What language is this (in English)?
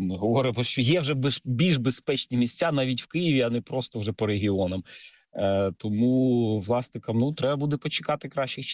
Ukrainian